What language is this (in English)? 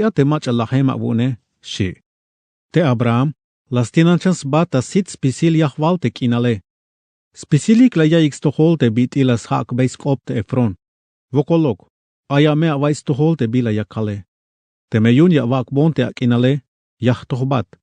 Tzeltal